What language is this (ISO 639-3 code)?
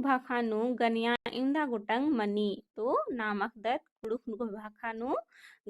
kru